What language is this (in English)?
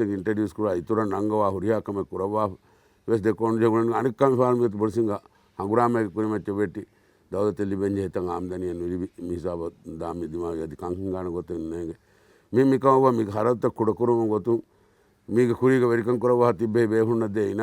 Divehi